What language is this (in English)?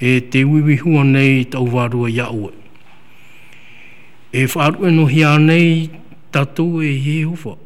Tahitian